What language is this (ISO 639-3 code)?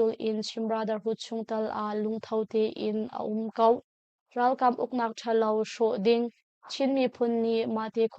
cnh